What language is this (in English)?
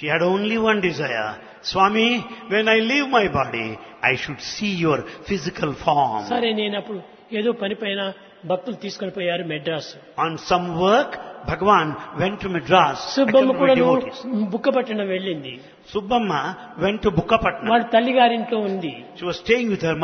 Telugu